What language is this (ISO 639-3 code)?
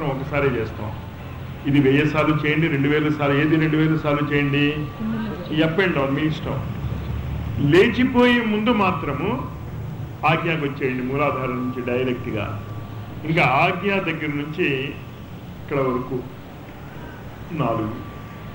tel